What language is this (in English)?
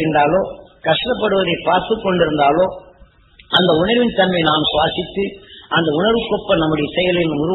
Tamil